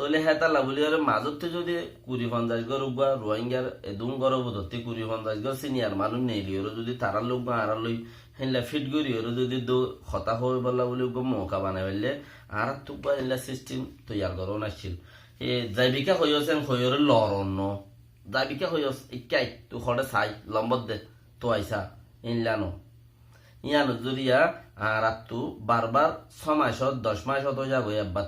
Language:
Rohingya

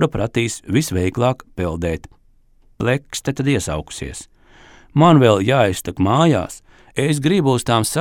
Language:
Latvian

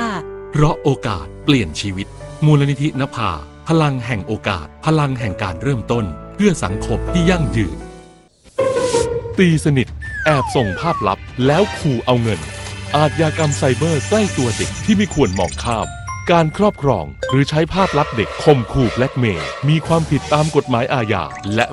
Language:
Thai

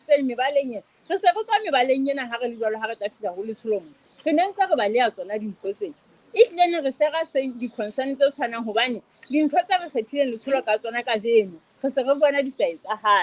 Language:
Southern Sotho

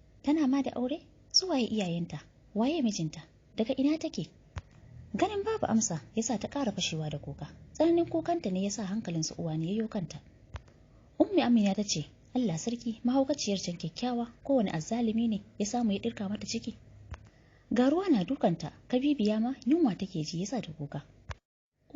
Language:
Hausa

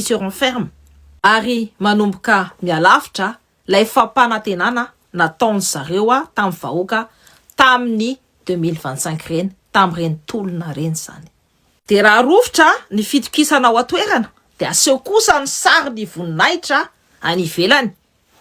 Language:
Malagasy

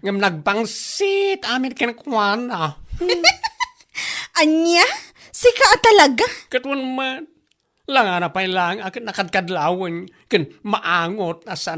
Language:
Iloko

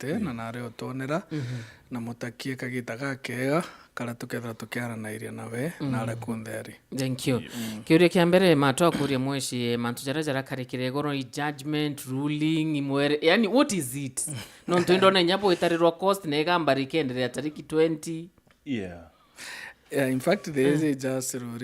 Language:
Meru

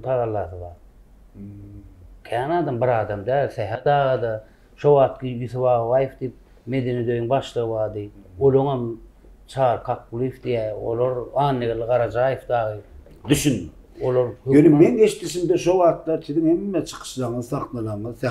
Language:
Turkmen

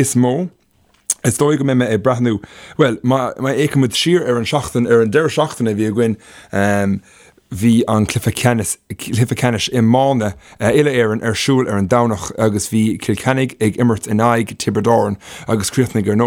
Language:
Irish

